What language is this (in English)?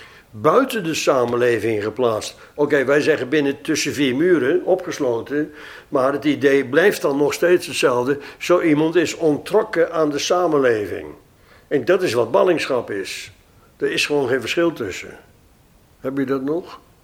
Dutch